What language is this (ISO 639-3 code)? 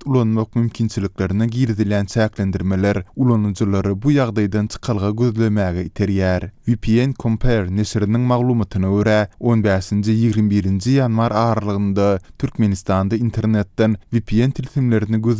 tuk